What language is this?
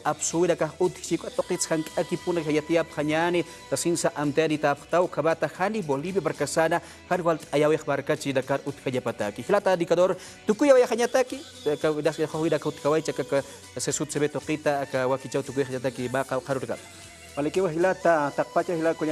Aymara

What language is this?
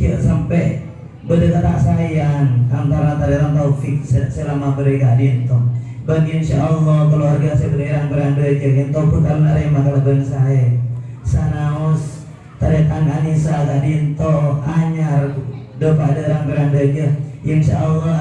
Madurese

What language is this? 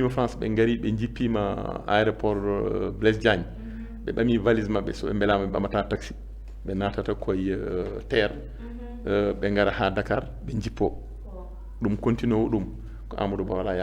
Fula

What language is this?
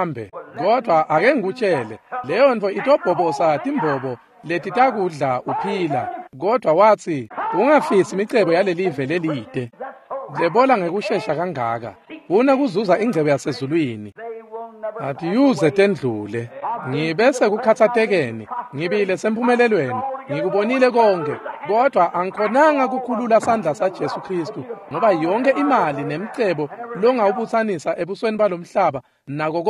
Swati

